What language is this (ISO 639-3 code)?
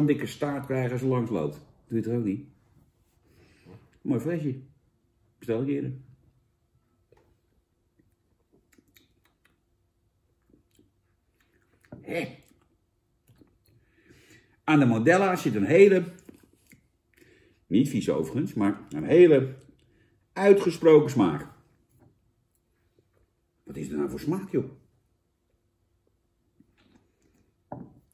nld